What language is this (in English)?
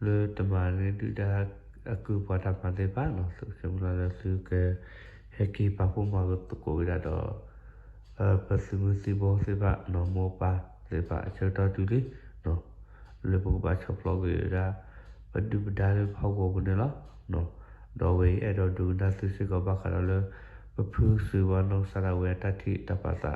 S'gaw Karen